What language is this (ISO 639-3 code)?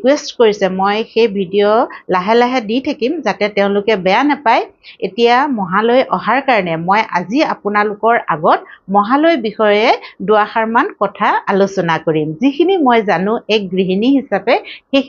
asm